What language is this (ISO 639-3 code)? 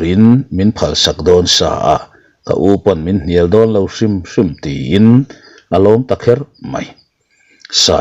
lus